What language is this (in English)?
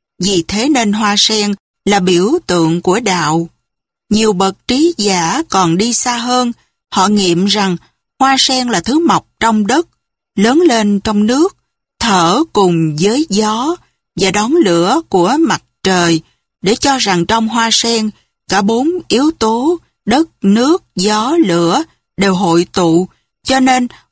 Vietnamese